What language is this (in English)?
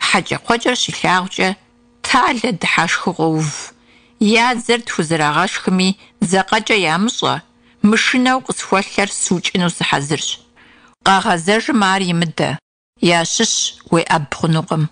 Kabardian